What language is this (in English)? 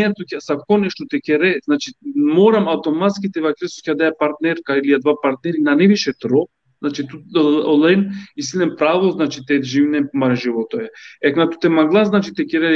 Balkan Romani